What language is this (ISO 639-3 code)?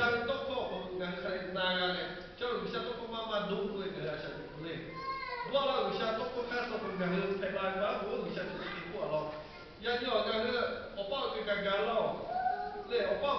lhu